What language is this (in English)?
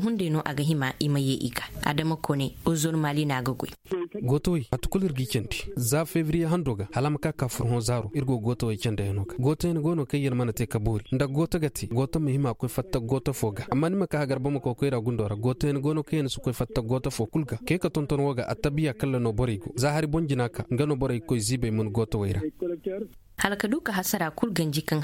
Zarma